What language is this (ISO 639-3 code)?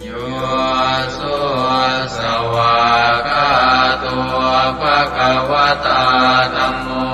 pli